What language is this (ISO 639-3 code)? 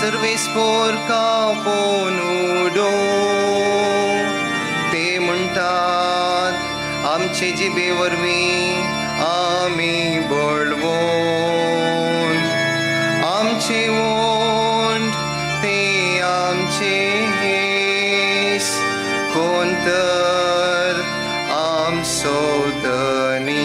kok